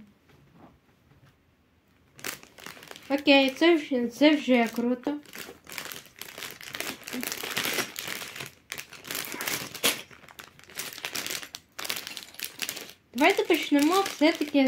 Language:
Ukrainian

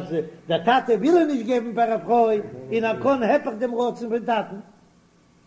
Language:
Yiddish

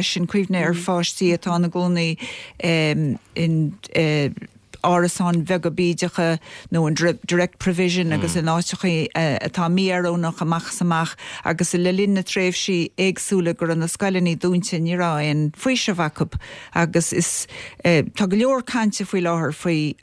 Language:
Irish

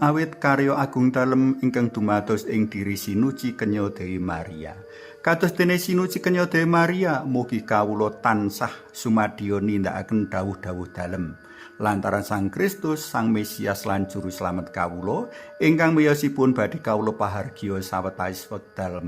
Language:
Javanese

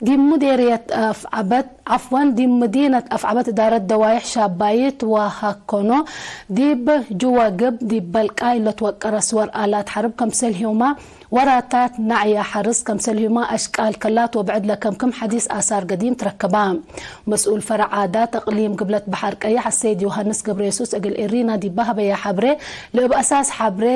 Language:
Tigre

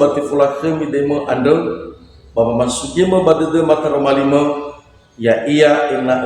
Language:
Nias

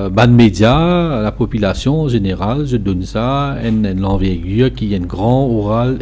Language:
Morisyen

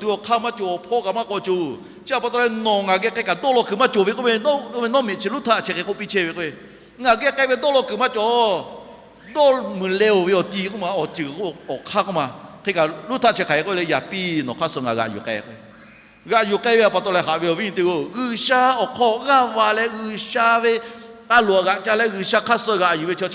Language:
Lahu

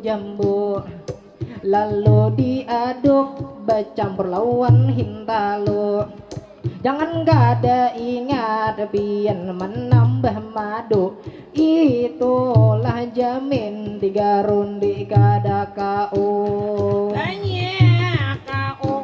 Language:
Banjar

